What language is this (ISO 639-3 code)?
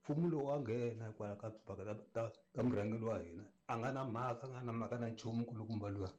tso